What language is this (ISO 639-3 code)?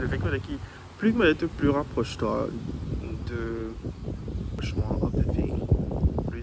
mfe